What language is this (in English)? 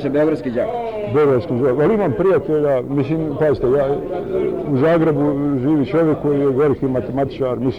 Bosnian